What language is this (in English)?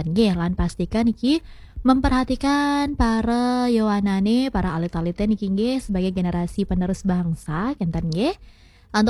Balinese